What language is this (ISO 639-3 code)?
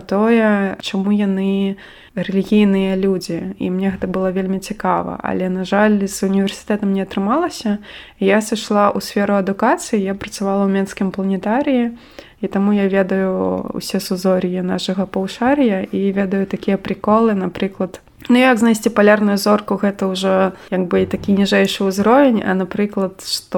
bel